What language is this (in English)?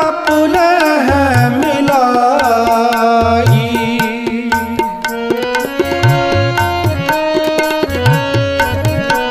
Punjabi